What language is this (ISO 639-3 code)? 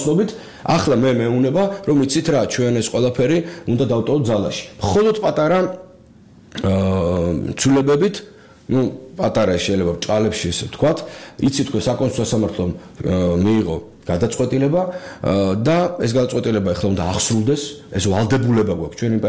kat